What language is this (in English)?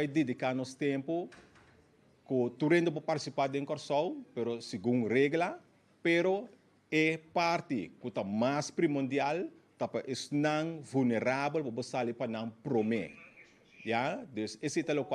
Papiamento